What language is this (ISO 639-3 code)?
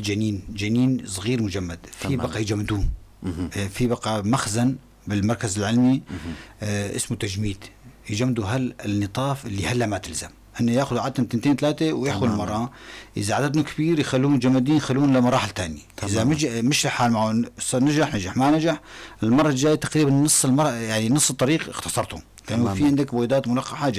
apc